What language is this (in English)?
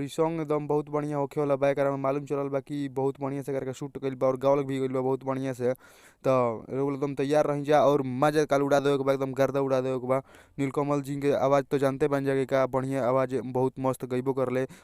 Bhojpuri